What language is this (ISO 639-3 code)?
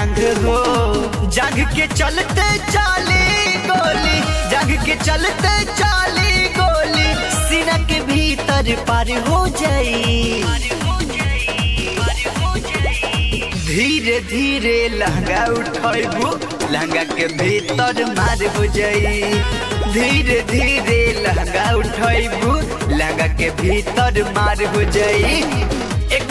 bho